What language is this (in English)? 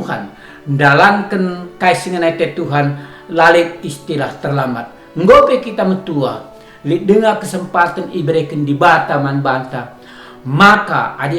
Batak Karo